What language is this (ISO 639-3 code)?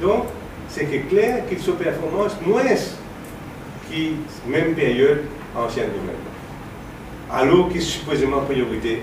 mfe